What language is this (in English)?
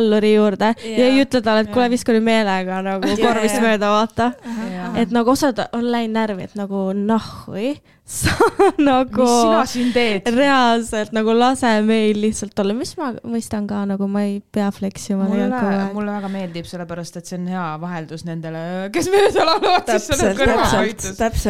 Estonian